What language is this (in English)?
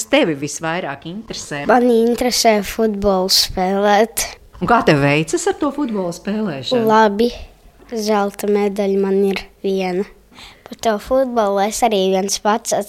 Latvian